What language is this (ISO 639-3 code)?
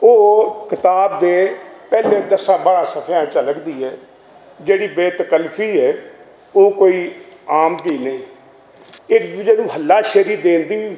lah